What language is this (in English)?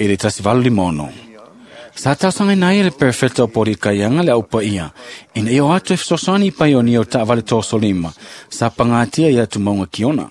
Samoan